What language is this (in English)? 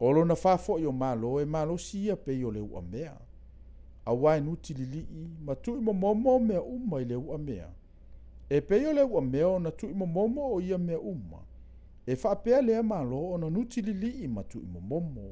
Samoan